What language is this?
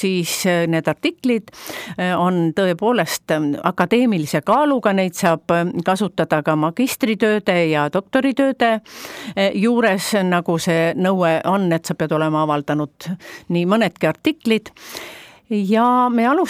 Estonian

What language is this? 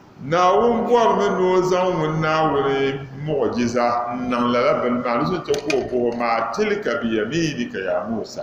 Dagbani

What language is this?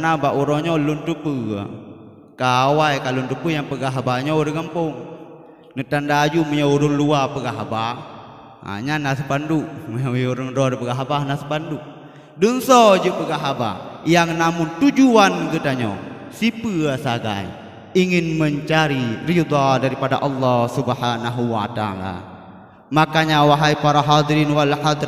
Achinese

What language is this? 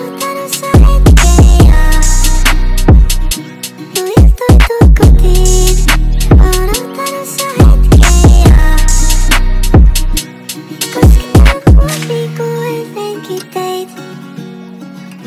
Finnish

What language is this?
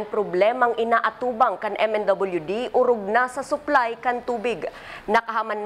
Bikol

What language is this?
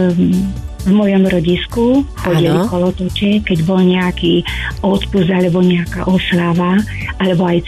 Slovak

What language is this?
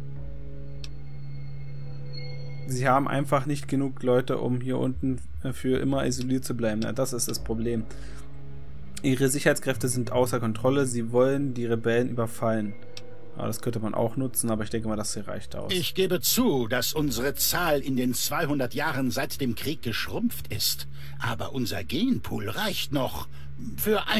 German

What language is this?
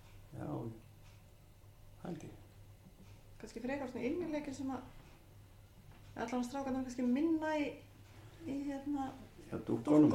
Icelandic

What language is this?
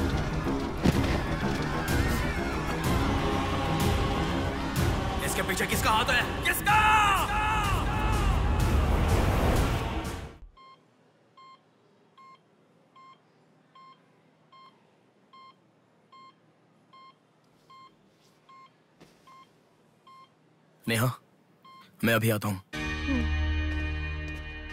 Hindi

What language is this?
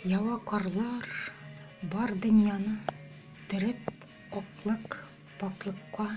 Tatar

